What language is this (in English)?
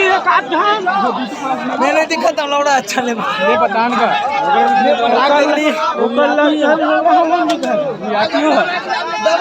Chhattisgarhi